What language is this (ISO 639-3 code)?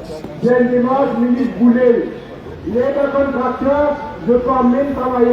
mfe